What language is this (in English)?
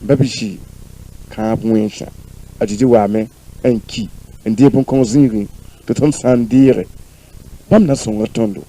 Mossi